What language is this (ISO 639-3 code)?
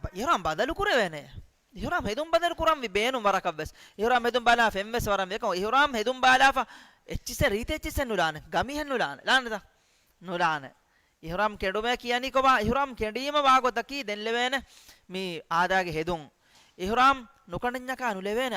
div